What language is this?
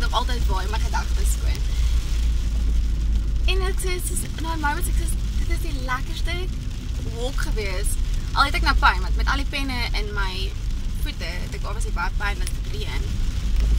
Afrikaans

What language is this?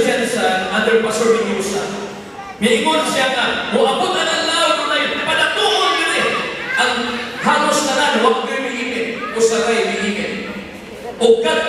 Cebuano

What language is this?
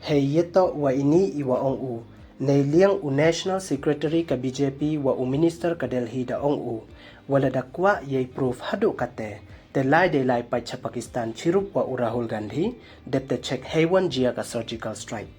Pnar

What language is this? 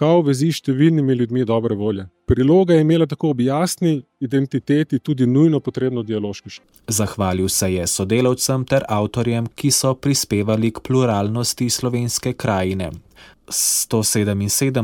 Slovenian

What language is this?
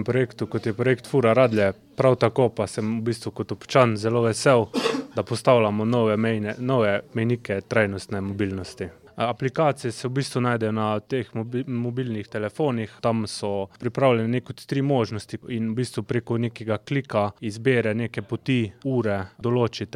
Slovenian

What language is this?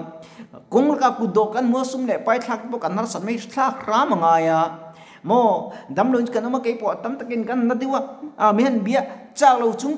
Mizo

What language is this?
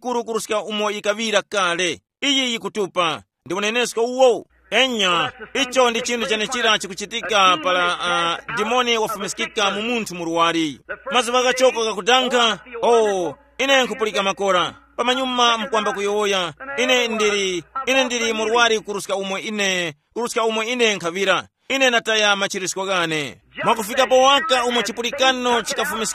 Tumbuka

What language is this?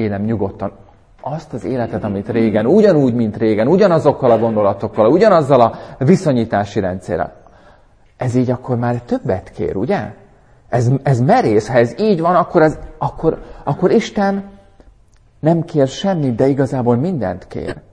Hungarian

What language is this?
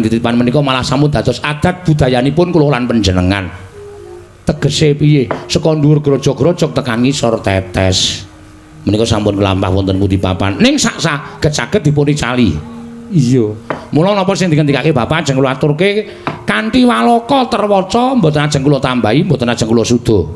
Javanese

